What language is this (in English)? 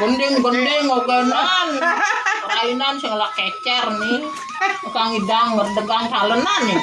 Balinese